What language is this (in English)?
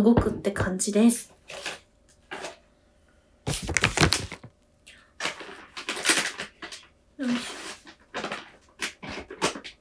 Japanese